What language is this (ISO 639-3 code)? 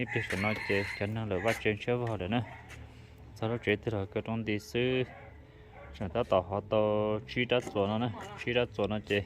hmn